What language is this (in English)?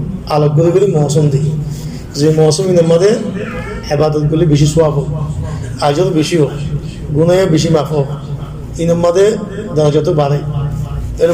Rohingya